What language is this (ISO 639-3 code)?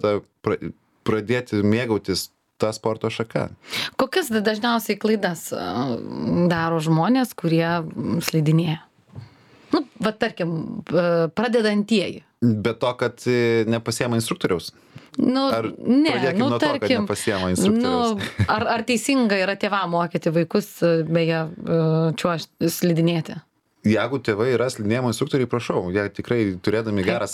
lit